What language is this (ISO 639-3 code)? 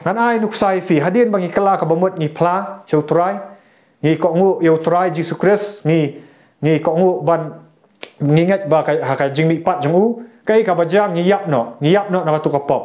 kha